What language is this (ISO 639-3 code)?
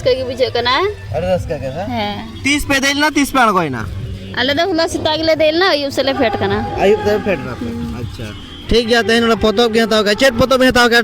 sat